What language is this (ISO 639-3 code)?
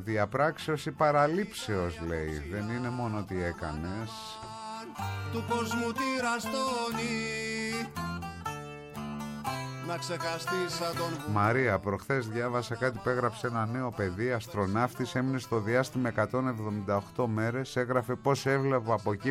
ell